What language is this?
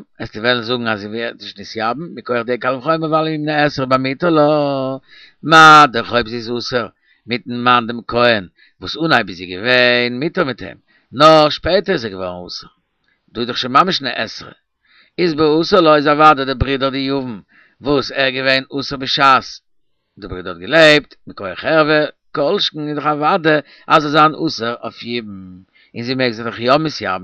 Yiddish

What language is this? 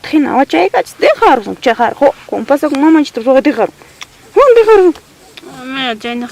Ayacucho Quechua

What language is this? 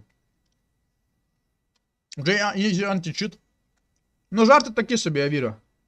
Ukrainian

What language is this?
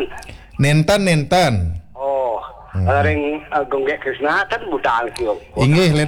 Balinese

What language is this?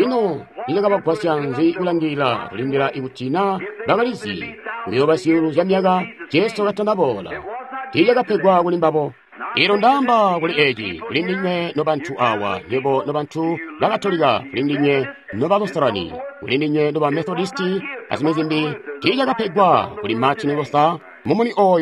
Tonga (Zambia)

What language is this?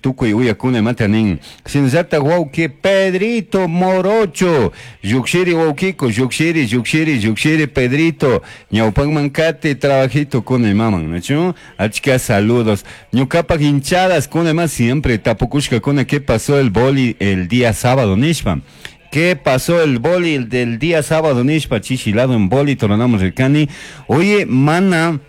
Chimborazo Highland Quichua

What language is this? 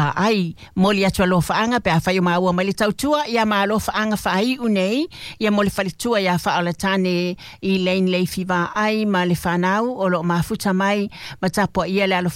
Samoan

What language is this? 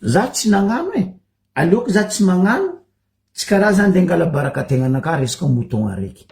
Malagasy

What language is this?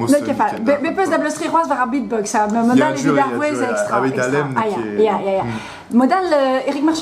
Breton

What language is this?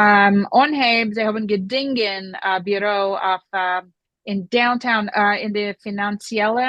Yiddish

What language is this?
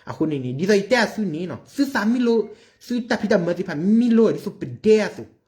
S'gaw Karen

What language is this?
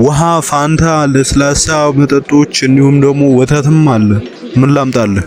Amharic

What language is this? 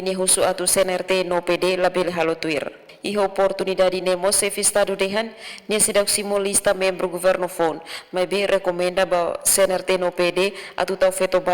Tetum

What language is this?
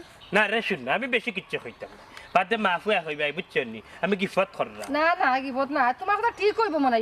Sylheti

